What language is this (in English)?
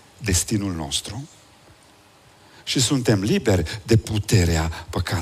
Romanian